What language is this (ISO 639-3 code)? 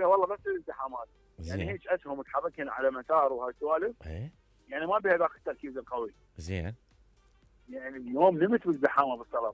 acm